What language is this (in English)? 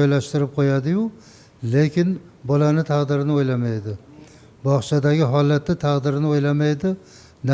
Uzbek